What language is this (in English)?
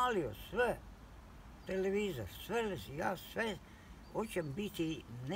Croatian